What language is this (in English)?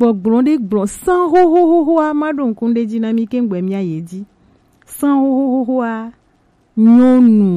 Gen